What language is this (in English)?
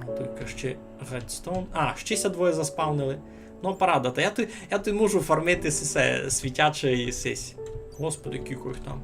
Rusyn